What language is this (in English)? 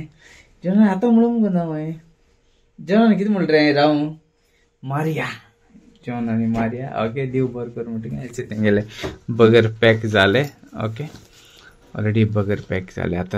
Konkani